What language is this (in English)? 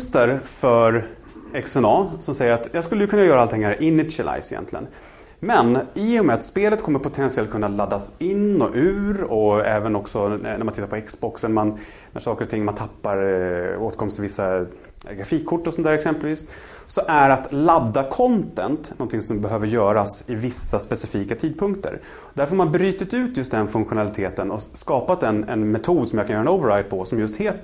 Swedish